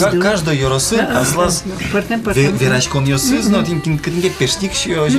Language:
Udmurt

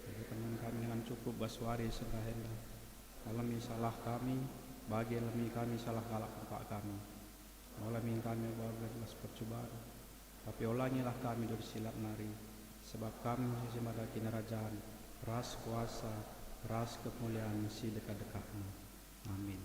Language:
Batak Karo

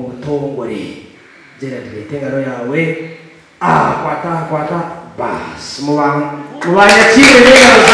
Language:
Nyankole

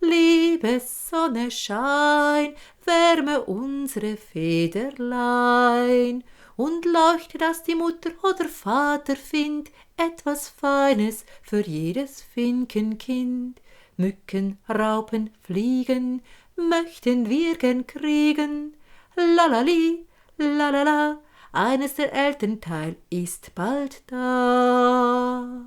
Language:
Swiss German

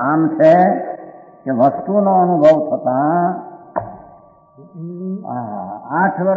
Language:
Gujarati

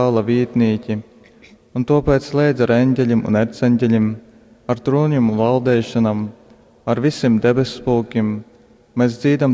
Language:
Latgalian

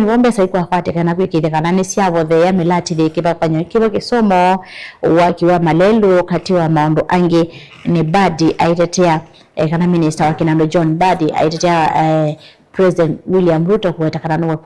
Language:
Kamba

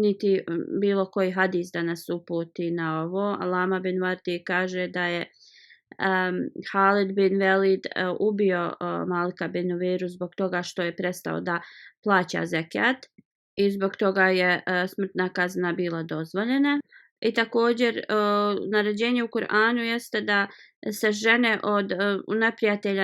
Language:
Bosnian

